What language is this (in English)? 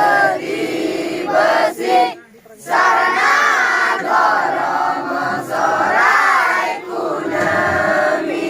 Santali